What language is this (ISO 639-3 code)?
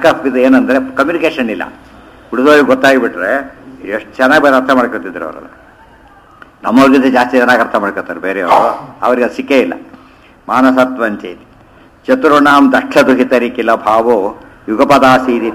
kan